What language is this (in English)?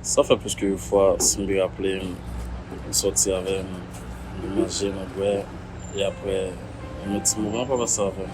Haitian Creole